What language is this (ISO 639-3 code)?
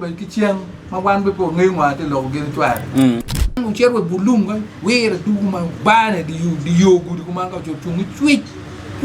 ach